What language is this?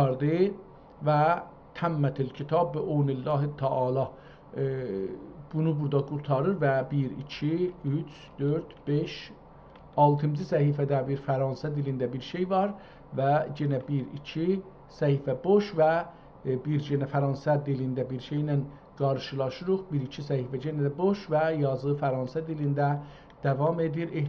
South Azerbaijani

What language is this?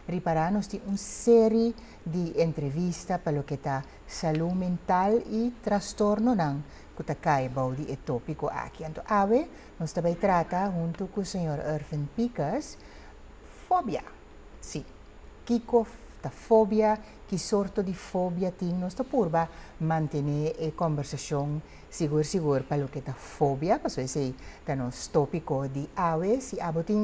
Papiamento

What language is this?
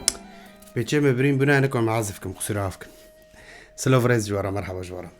Kurdish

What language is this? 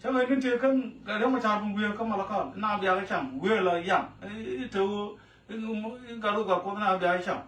Nuer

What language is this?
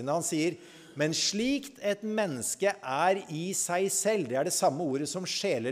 Norwegian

